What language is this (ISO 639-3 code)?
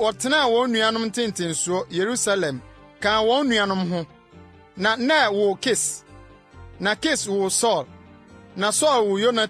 aka